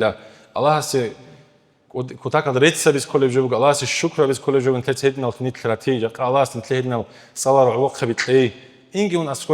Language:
Avaric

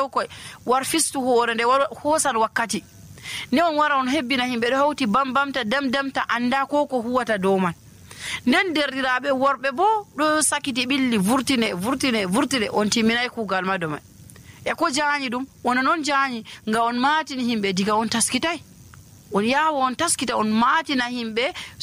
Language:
Nigerian Fulfulde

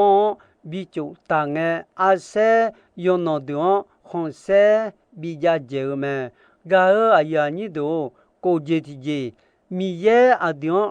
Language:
Akha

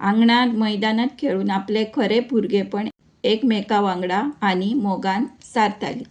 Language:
Konkani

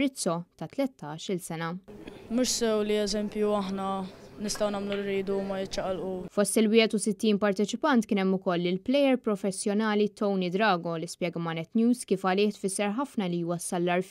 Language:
Maltese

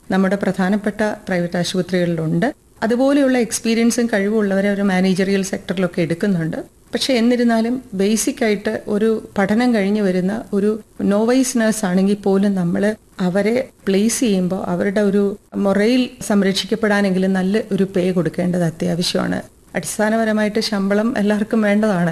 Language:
Malayalam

